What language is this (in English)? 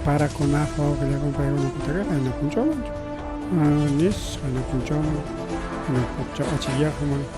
Ayacucho Quechua